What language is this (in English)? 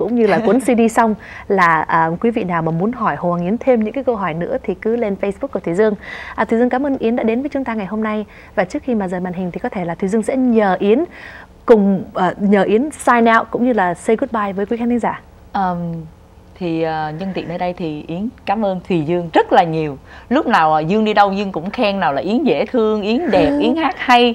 Vietnamese